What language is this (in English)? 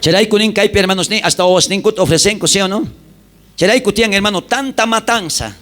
South Bolivian Quechua